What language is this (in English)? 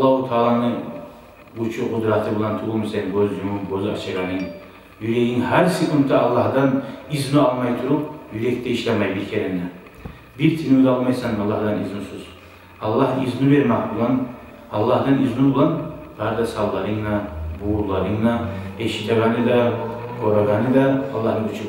Kumyk